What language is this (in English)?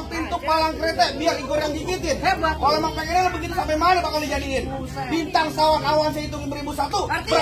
Betawi